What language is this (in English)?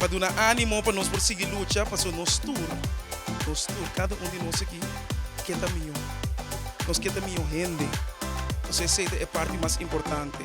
Papiamento